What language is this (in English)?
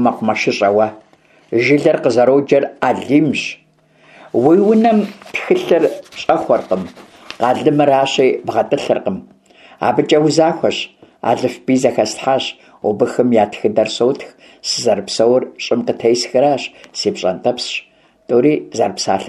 Kabardian